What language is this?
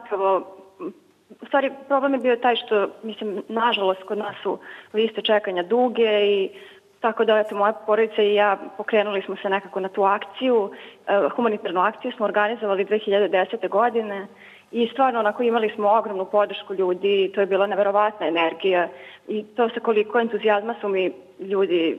Serbian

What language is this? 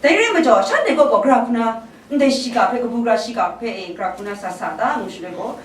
Kachin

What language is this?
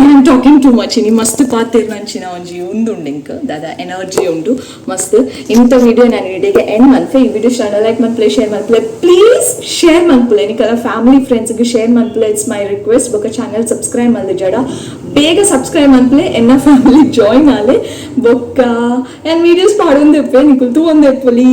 Tulu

